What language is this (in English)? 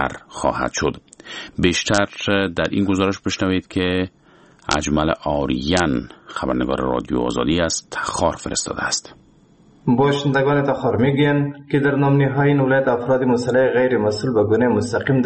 Persian